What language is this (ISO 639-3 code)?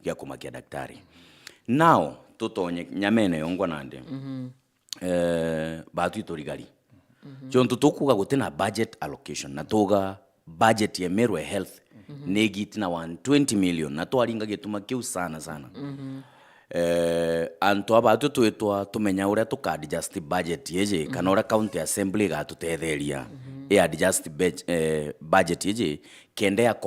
mer